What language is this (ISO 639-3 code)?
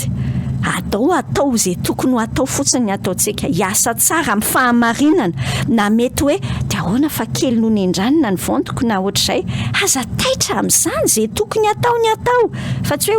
mlg